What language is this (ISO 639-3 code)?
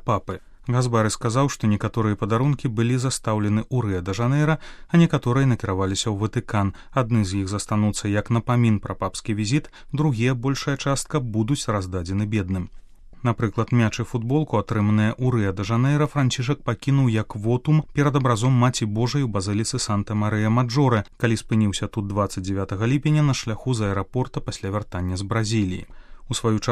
bel